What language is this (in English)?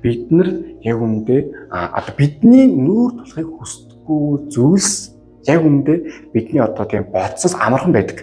Mongolian